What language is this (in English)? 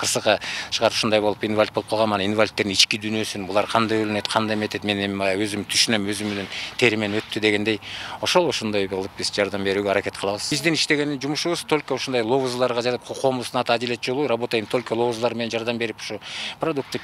Kyrgyz